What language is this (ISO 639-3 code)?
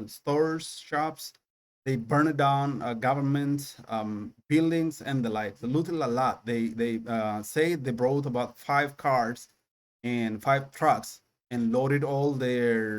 eng